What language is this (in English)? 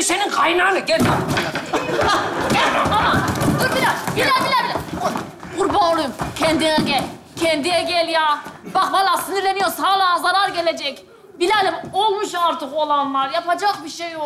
Turkish